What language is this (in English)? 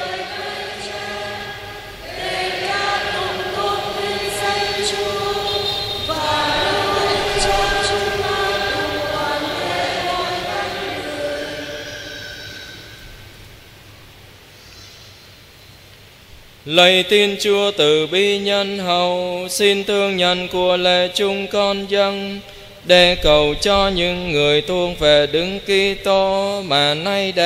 Vietnamese